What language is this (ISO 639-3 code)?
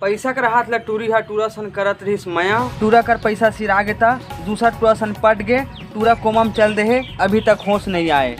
hne